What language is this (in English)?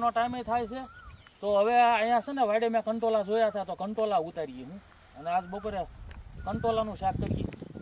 Gujarati